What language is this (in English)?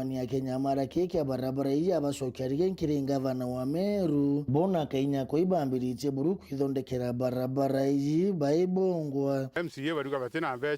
Meru